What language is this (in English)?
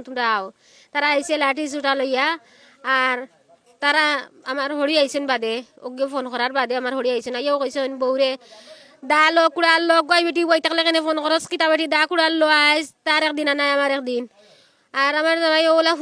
Sylheti